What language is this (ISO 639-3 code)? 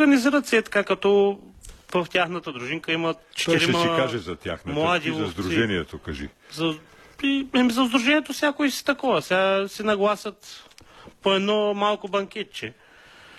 bul